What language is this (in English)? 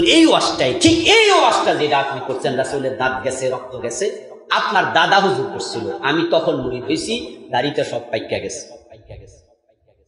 Bangla